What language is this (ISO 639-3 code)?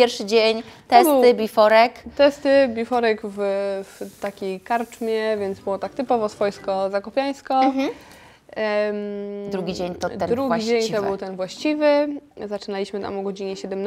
pol